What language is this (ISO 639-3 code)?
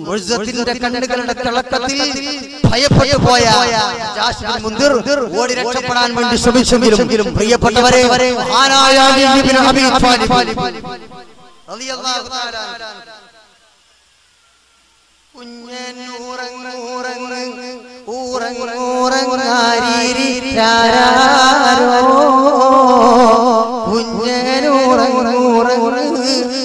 mal